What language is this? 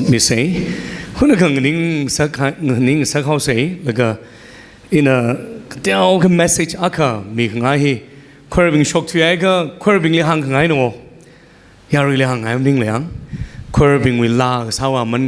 Tangkhul Naga (India)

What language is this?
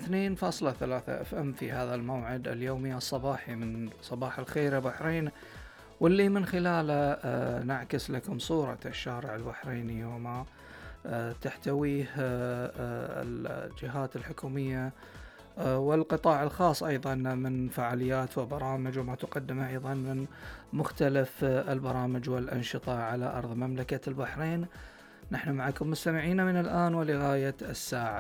Gulf Arabic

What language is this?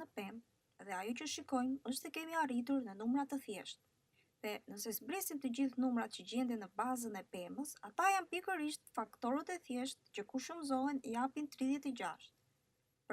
Albanian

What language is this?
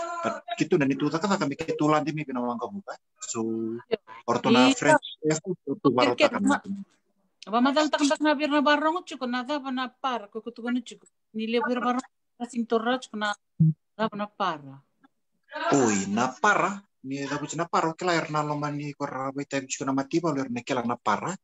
Fijian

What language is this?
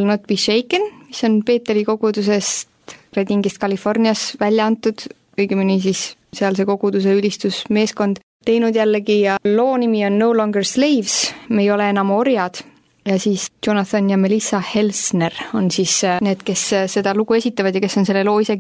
Estonian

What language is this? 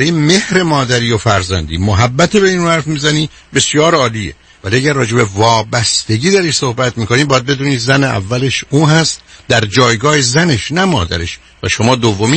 Persian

